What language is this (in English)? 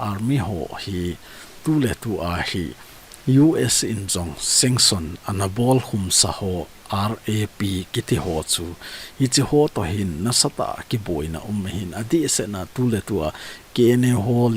Thado Chin